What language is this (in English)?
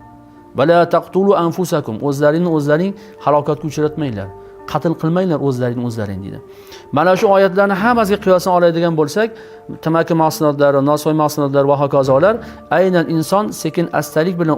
Uzbek